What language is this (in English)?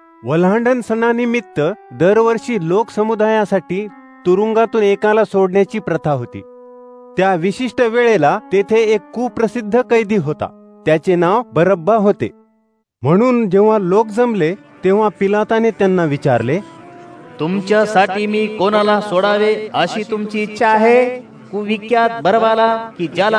Marathi